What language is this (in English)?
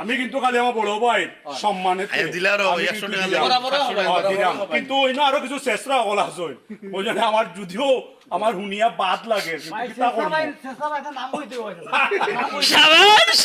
Sylheti